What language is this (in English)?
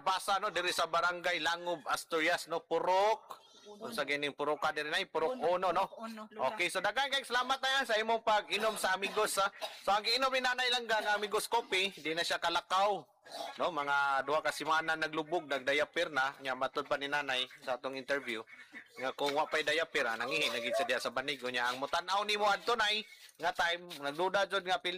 Cebuano